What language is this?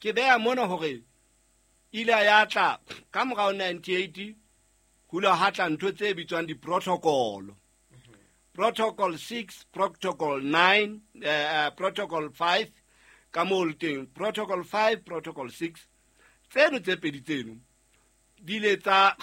Southern Sotho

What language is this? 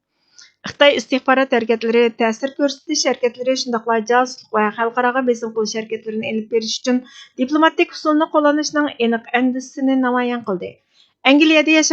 Uyghur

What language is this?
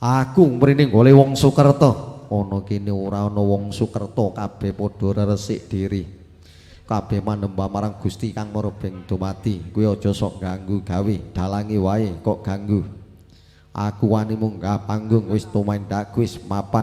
Javanese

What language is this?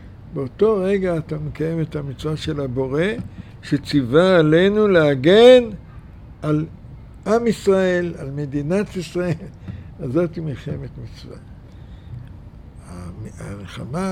Hebrew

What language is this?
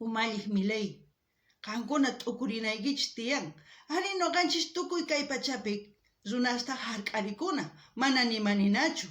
South Bolivian Quechua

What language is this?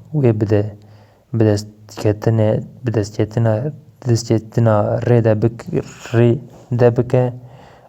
Kurdish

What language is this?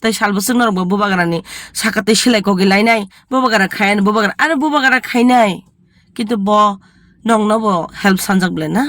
Kok Borok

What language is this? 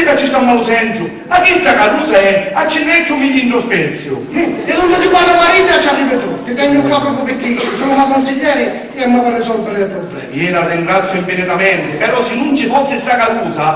Sicilian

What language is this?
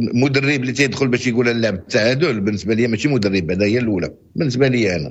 Moroccan Arabic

